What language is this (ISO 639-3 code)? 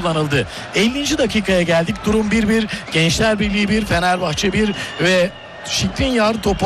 tur